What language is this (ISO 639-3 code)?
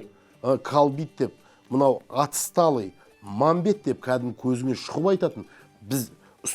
kaz